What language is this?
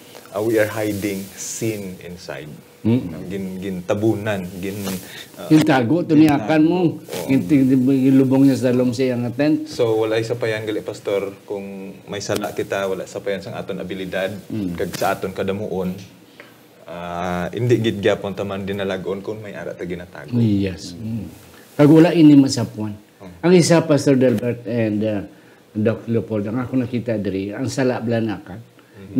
Hiligaynon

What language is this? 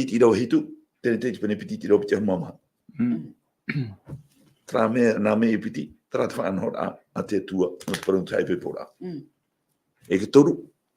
Tahitian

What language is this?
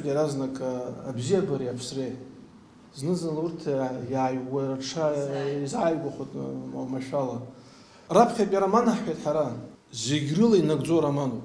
Abkhazian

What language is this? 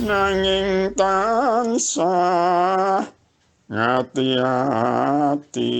Javanese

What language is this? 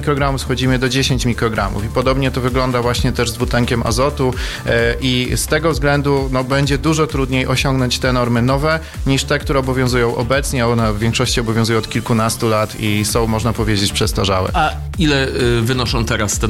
Polish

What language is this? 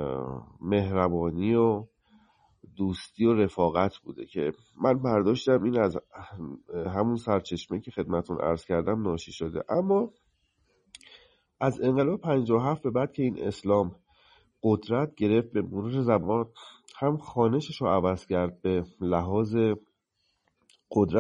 Persian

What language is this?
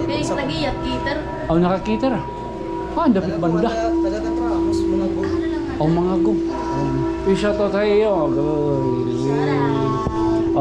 Waray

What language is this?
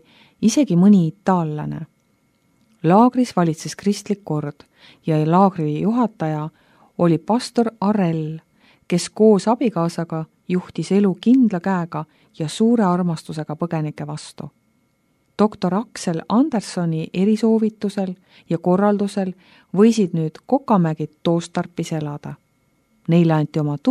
Estonian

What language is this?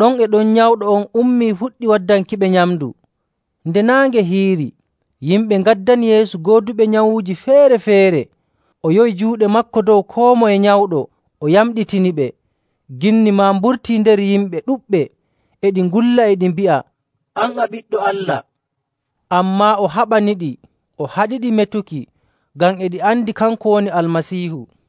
Nigerian Fulfulde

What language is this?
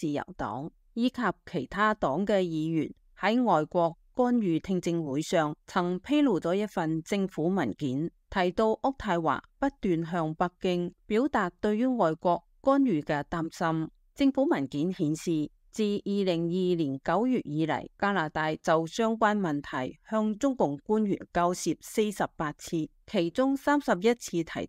Cantonese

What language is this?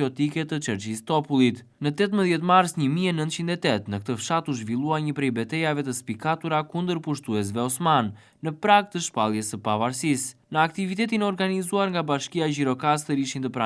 Albanian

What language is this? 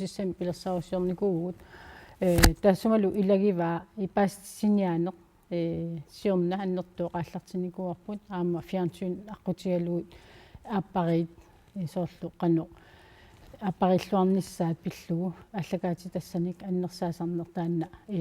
Kalaallisut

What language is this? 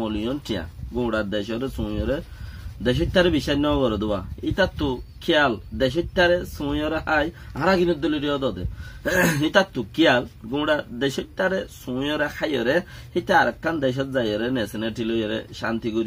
Rohingya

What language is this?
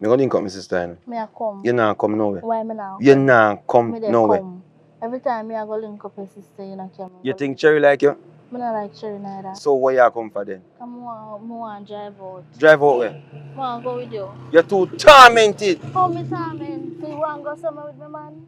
Jamaican Creole English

